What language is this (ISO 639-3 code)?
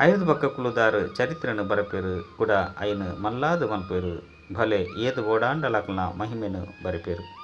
tcy